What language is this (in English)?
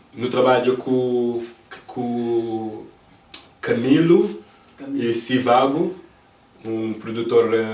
Kabuverdianu